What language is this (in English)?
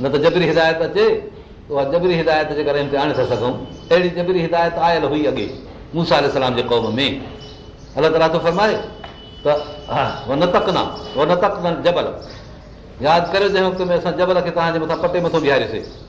Sindhi